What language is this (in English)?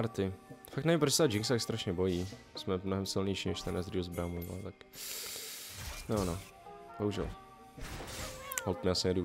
Czech